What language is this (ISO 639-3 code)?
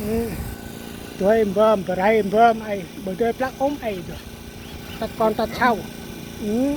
cmo